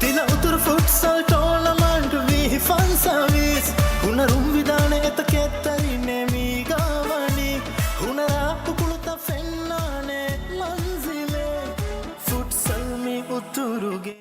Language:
Divehi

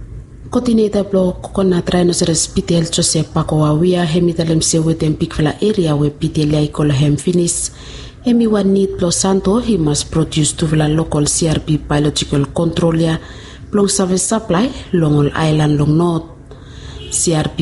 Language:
Bislama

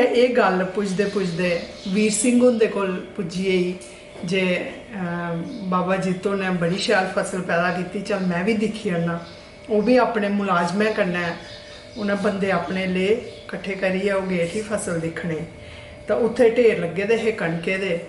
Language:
Dogri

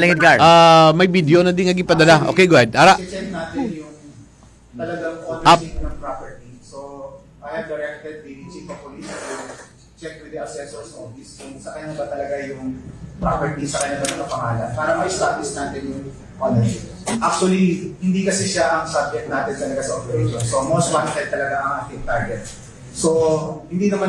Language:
Filipino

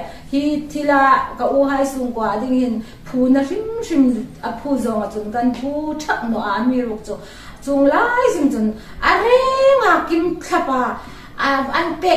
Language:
Hmar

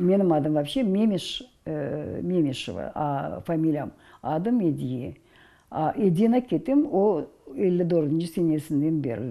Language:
Crimean Tatar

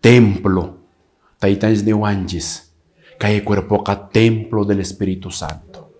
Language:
Quechua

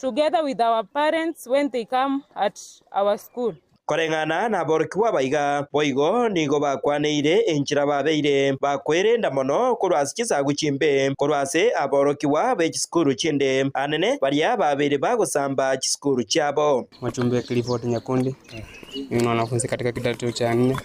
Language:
Gusii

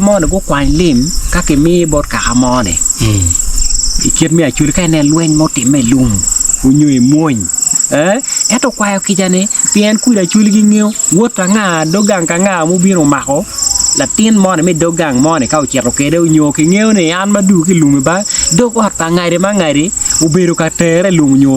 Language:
Acoli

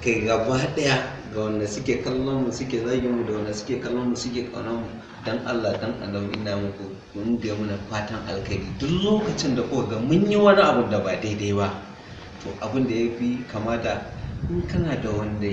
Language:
Hausa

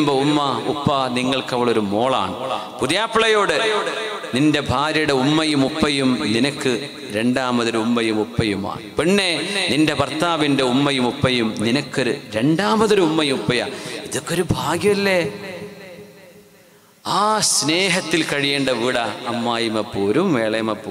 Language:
Malayalam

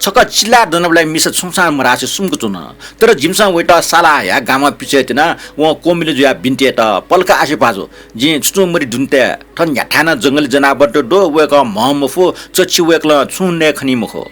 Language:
Newari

